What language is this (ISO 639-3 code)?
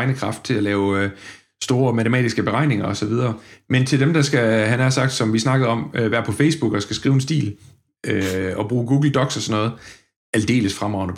dan